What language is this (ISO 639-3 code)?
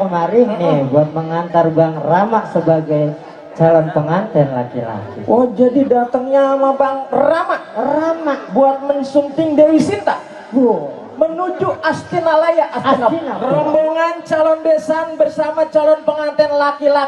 bew